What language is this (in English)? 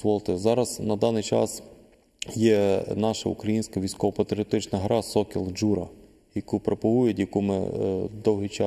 Ukrainian